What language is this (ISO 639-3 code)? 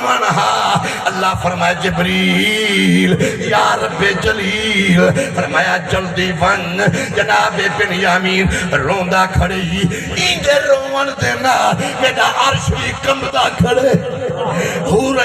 skr